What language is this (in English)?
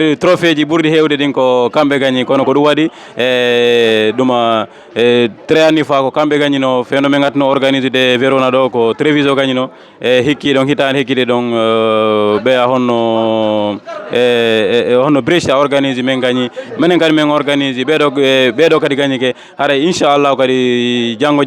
Fula